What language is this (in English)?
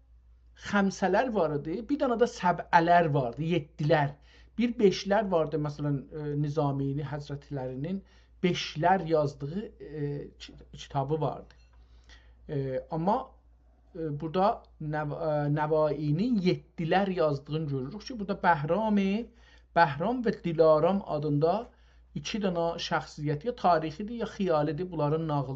South Azerbaijani